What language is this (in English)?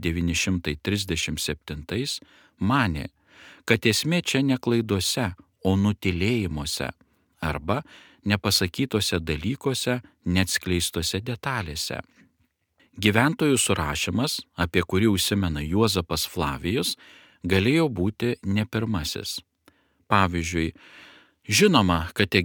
Lithuanian